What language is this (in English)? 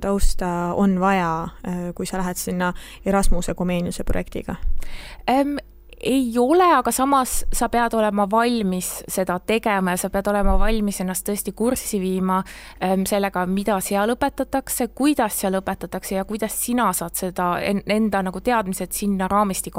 Estonian